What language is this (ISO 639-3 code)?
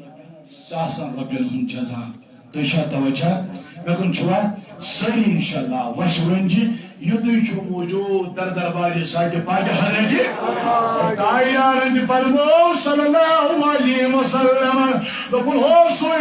kas